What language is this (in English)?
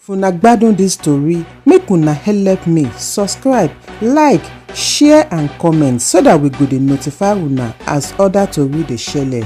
Nigerian Pidgin